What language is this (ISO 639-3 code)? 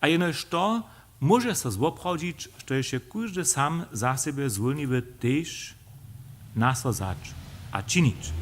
hsb